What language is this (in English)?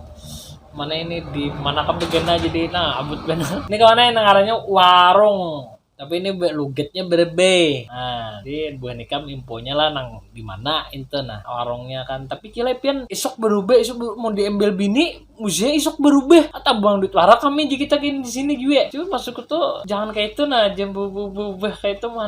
Banjar